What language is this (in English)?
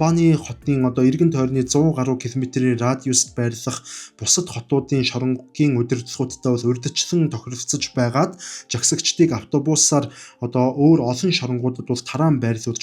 Mongolian